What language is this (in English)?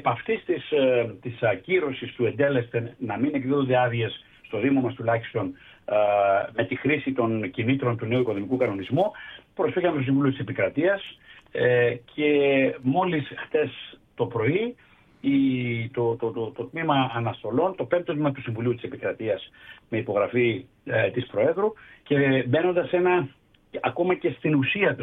Greek